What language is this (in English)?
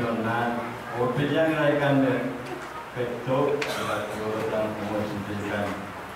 Pohnpeian